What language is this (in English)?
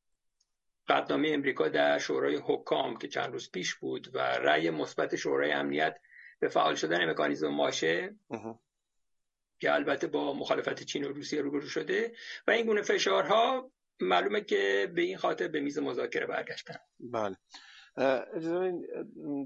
Persian